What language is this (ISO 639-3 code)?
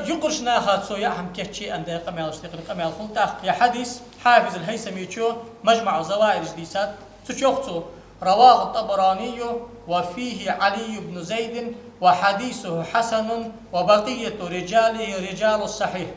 inh